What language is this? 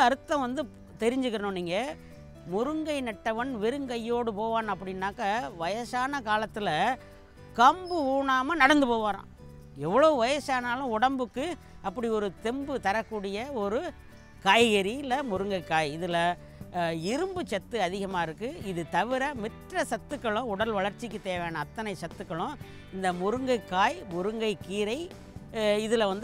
Tamil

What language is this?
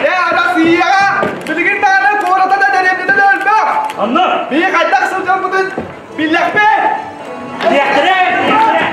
Yakut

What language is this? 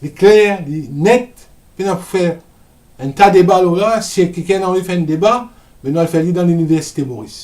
Morisyen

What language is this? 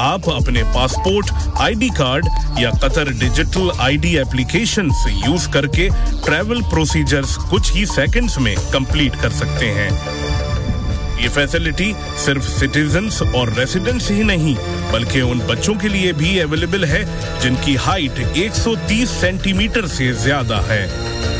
Hindi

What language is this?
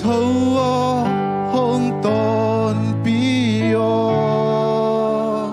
Tedim Chin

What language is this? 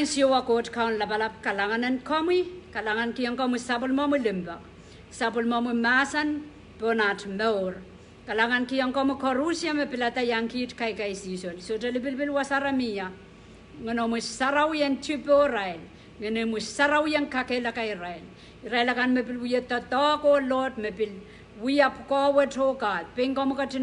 Pohnpeian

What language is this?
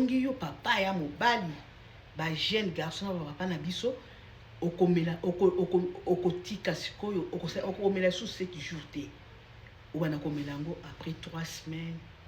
Lingala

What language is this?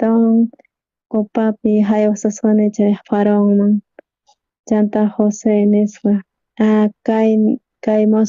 South Bolivian Quechua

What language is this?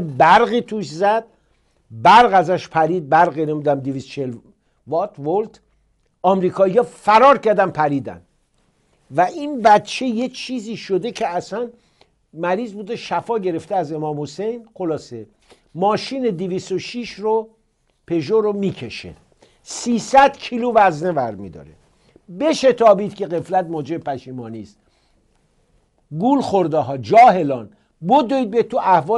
Persian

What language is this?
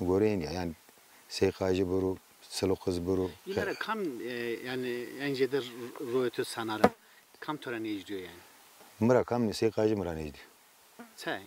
Zaza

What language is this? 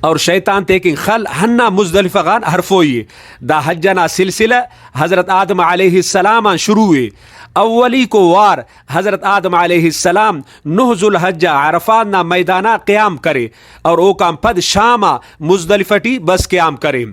Brahui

